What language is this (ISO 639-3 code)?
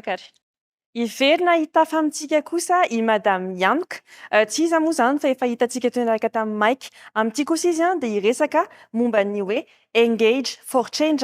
mlg